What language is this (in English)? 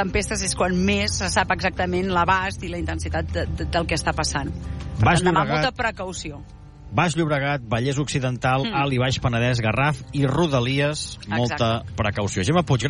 Catalan